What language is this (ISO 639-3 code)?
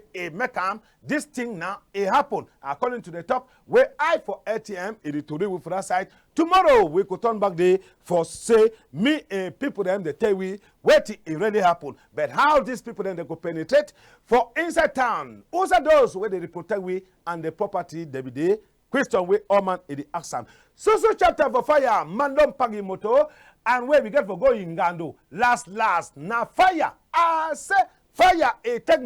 wes